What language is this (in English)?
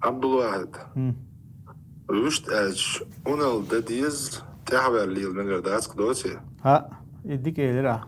Chechen